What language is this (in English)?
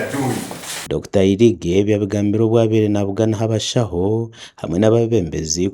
Nyankole